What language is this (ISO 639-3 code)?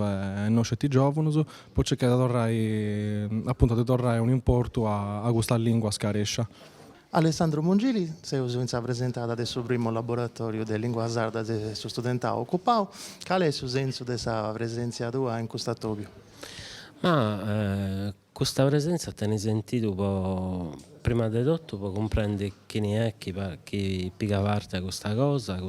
srd